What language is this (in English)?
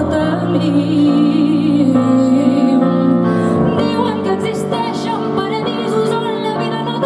Catalan